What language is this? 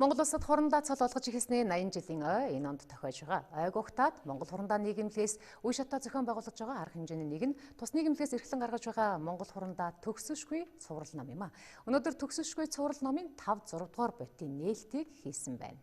Mongolian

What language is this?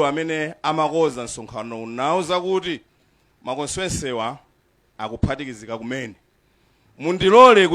Nyanja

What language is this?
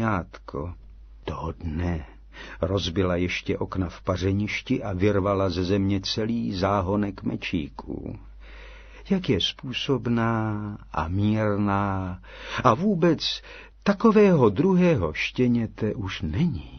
Czech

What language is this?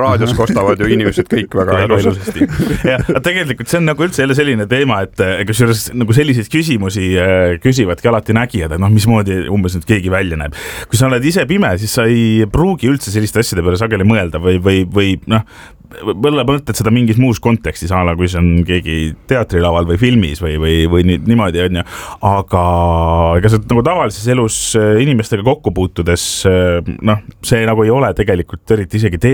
Estonian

